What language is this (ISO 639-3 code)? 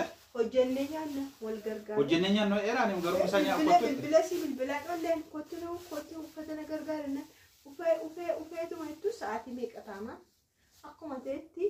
orm